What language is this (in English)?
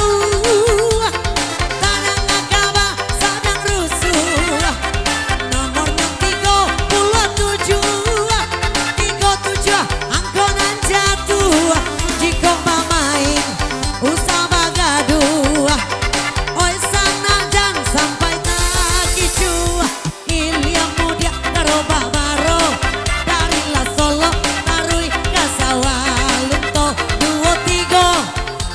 Minangkabau